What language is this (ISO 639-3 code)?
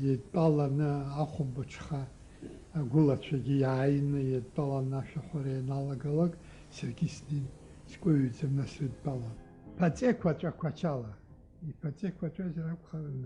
abk